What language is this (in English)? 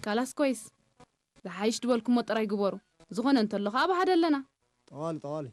Tigrinya